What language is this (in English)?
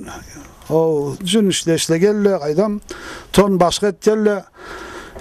Karachay-Balkar